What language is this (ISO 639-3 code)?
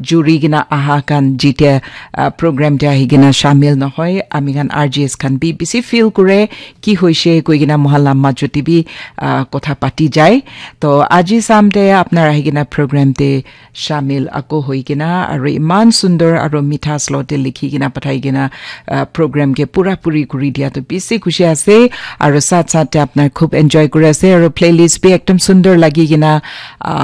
nag